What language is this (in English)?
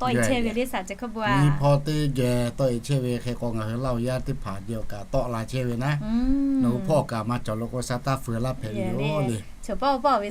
Lahu